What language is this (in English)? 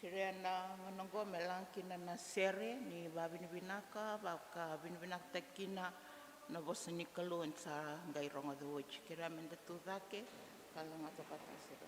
Fijian